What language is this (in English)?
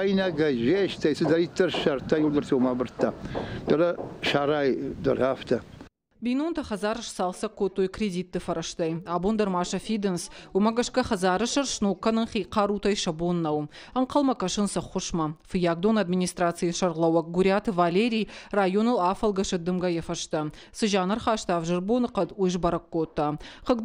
Ossetic